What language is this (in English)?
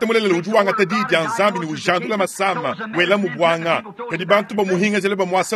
Luba-Lulua